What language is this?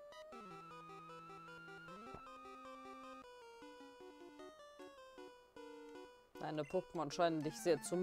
German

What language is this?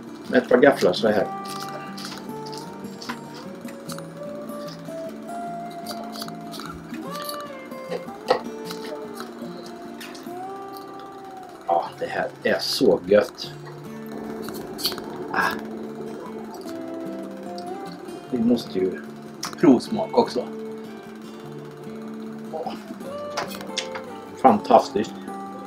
Swedish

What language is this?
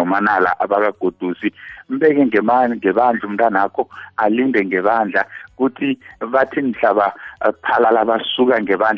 South Ndebele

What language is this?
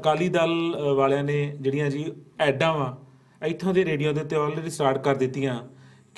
Punjabi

